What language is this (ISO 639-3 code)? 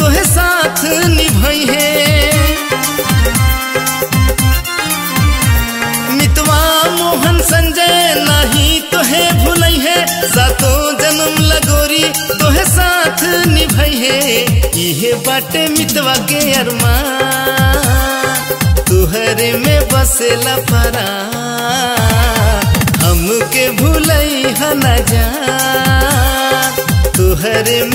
bho